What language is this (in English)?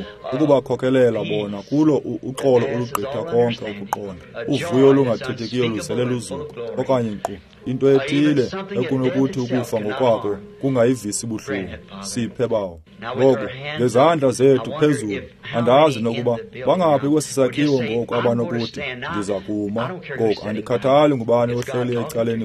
Xhosa